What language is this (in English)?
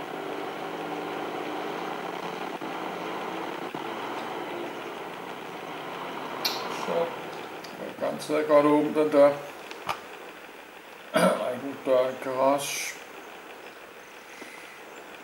Danish